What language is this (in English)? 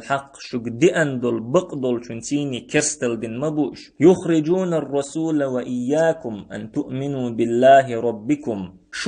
Chechen